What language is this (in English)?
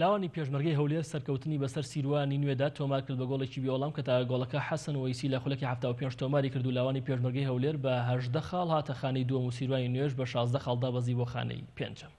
Central Kurdish